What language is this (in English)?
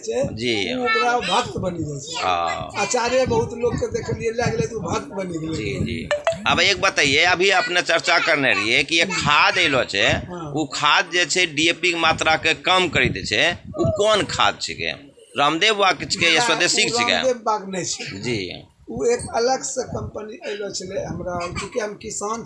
Angika